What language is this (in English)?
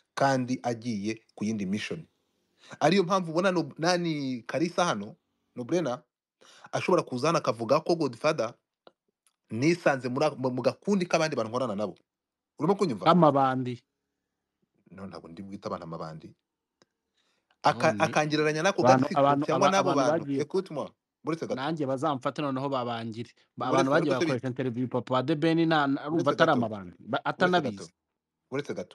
Kinyarwanda